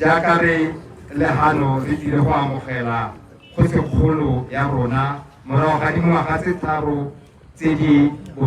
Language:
Tswana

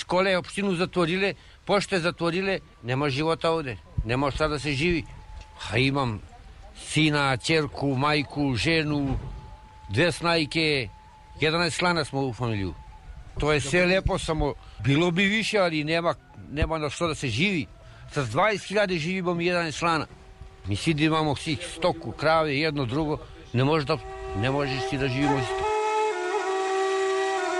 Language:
Serbian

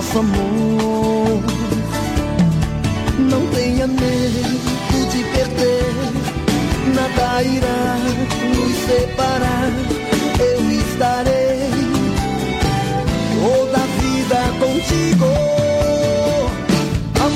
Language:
Portuguese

